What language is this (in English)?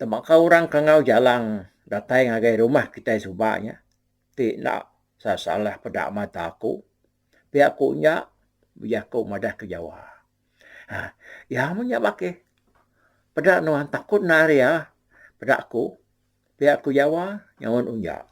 Iban